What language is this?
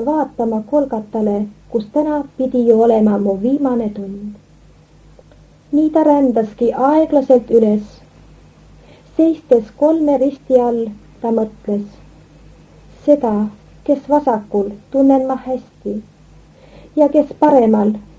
Estonian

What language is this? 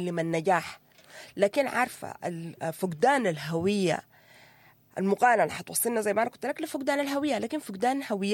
Sudanese Arabic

